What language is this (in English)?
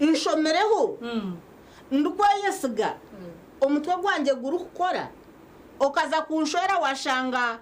Nyankole